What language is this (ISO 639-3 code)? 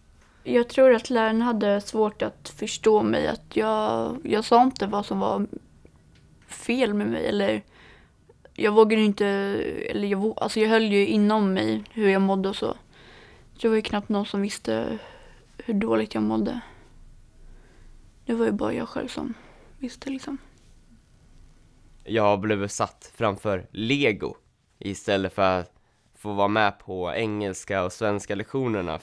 swe